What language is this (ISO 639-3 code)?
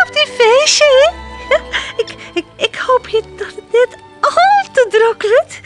fry